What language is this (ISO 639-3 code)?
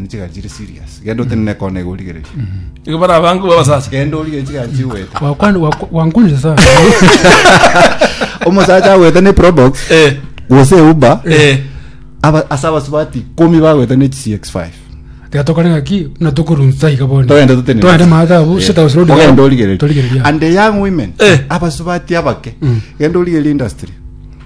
guz